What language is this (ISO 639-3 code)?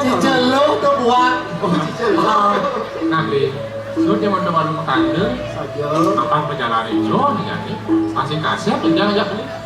ban